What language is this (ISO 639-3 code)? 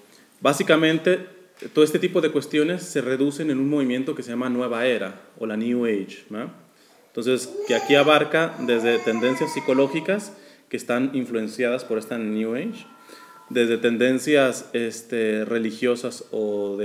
spa